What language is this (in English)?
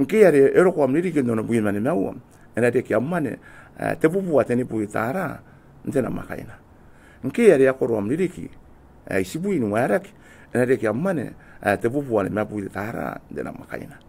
Gilbertese